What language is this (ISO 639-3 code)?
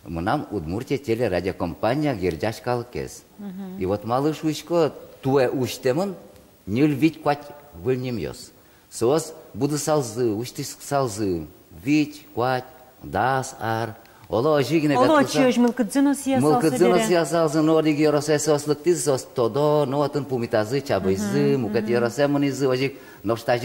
udm